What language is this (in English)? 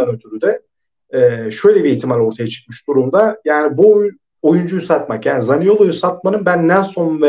Turkish